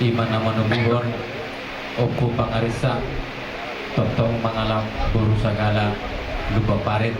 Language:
Batak Toba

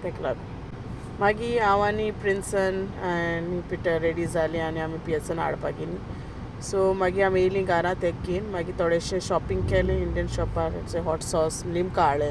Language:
Konkani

